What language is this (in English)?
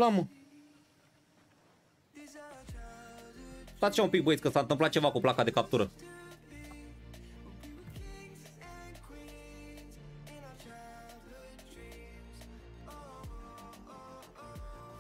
Romanian